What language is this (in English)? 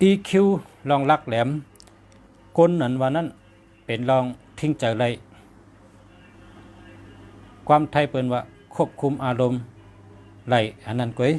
Shan